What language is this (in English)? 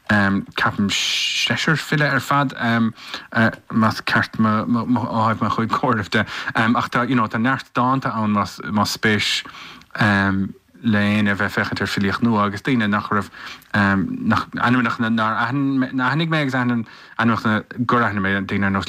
Irish